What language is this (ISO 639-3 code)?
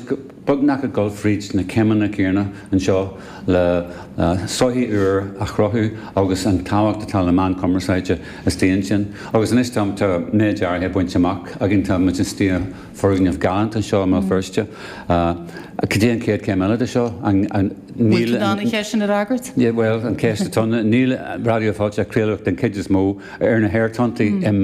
gle